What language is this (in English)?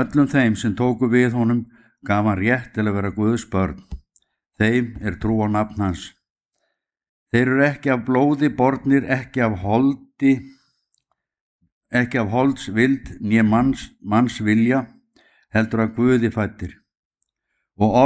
Icelandic